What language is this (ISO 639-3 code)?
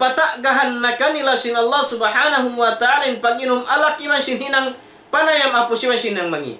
tsg